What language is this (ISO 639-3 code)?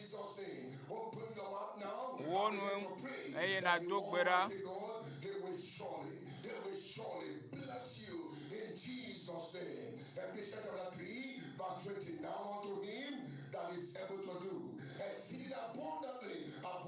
ewe